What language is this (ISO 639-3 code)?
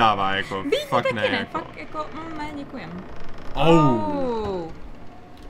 ces